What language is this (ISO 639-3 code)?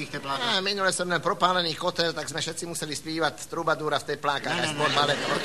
slk